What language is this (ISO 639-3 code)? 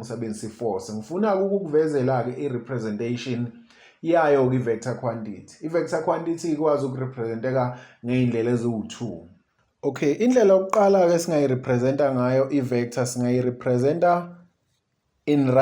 zul